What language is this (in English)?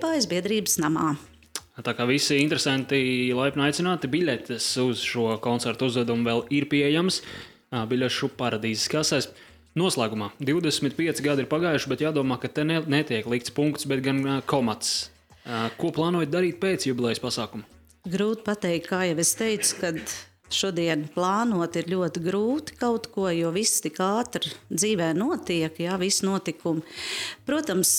Latvian